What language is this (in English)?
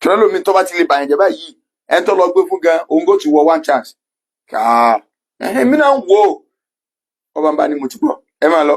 Yoruba